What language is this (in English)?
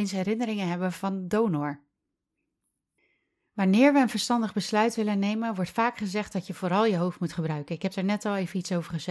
Dutch